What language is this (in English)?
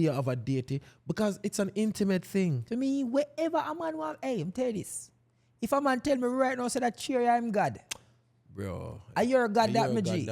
Jamaican Creole English